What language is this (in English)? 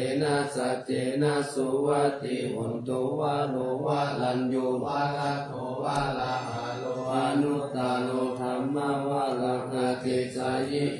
Pali